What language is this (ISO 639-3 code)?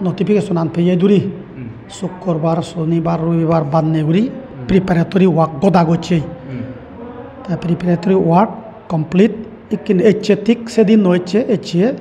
ccp